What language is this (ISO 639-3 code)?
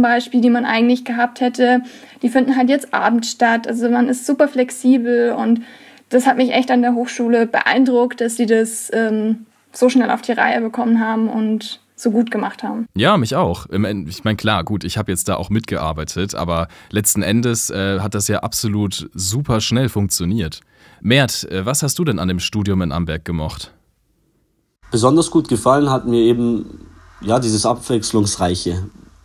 deu